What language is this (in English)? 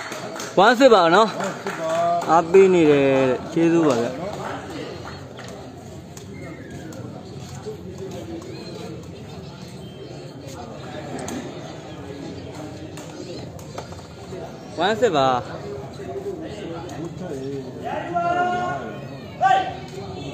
Burmese